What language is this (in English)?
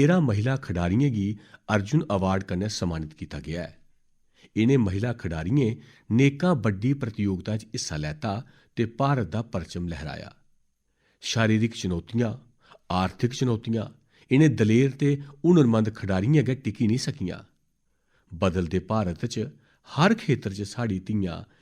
Dogri